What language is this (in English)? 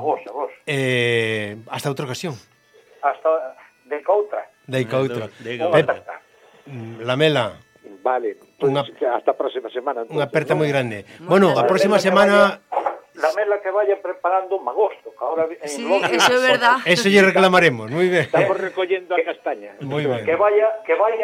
Galician